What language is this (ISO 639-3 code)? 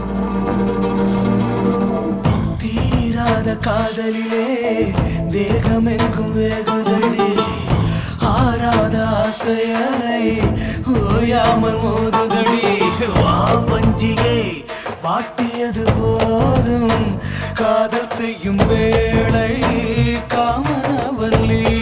tam